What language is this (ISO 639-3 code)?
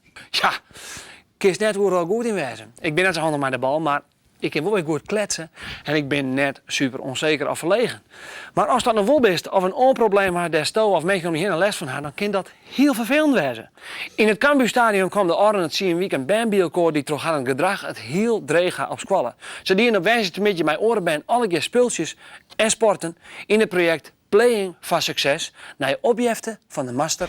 fry